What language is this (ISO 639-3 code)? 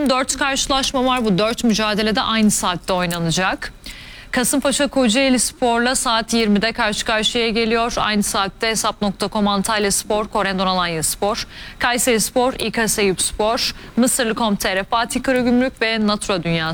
tur